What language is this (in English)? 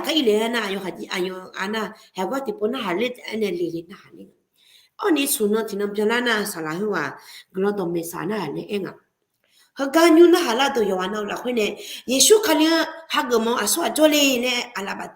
Akha